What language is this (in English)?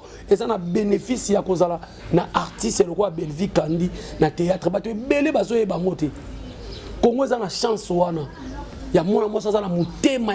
Lingala